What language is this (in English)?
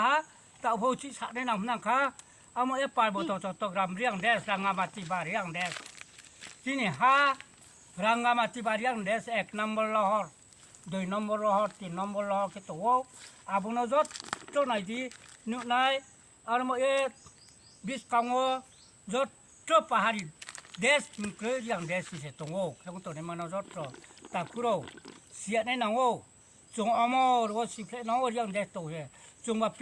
Riang (India)